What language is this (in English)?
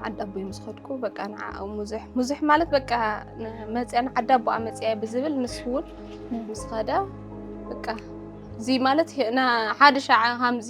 Tigrinya